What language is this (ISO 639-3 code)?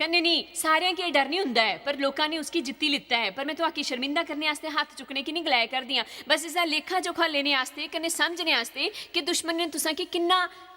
doi